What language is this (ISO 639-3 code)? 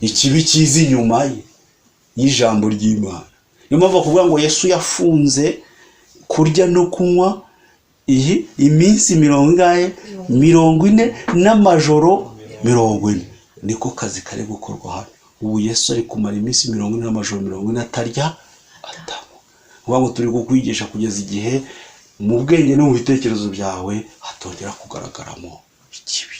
kin